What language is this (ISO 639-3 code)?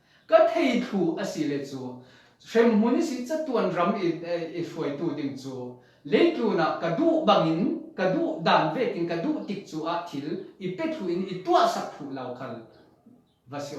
cfm